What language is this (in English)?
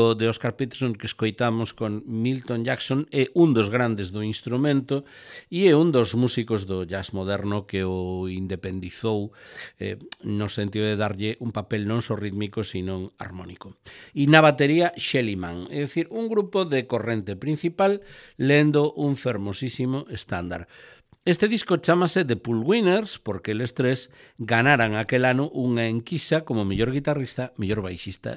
Galician